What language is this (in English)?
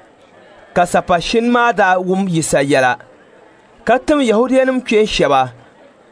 Dagbani